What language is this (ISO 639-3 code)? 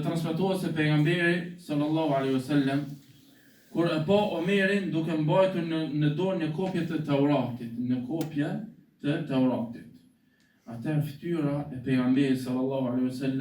sqi